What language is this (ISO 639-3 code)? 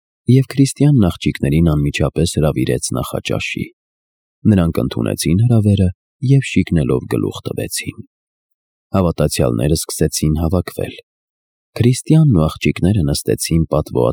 hye